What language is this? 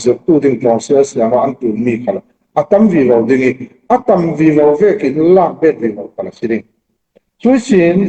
Falam Chin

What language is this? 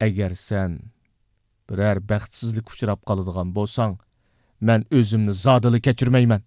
Uyghur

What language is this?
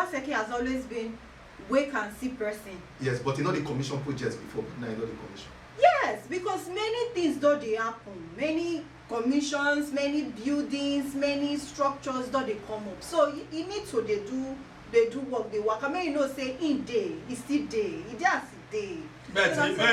Nigerian Pidgin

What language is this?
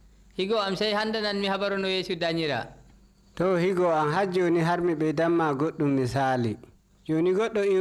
Nigerian Fulfulde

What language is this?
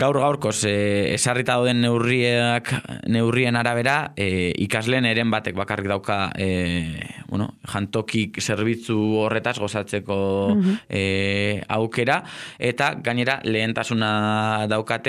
Basque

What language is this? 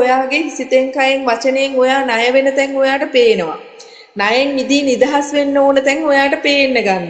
Sinhala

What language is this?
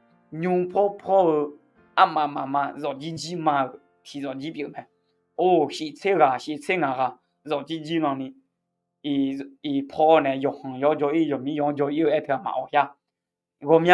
Akha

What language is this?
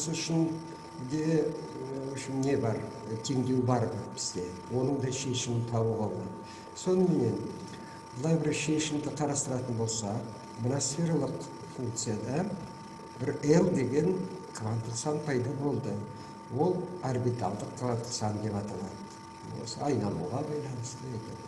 Kazakh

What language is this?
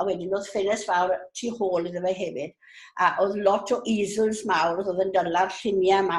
Welsh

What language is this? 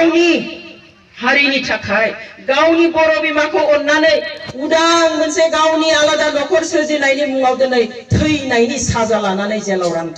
Bodo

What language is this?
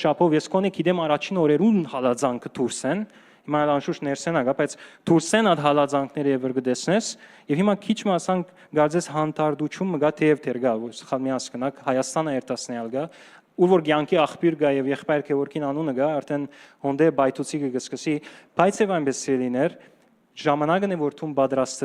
Western Armenian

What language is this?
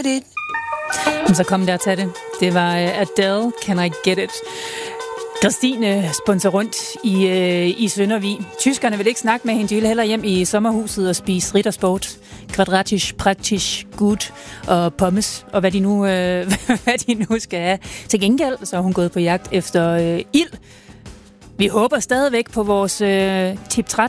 Danish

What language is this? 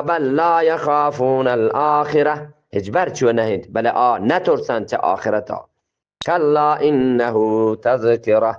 Eastern Balochi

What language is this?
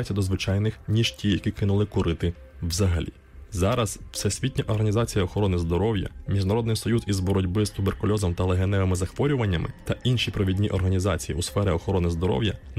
Ukrainian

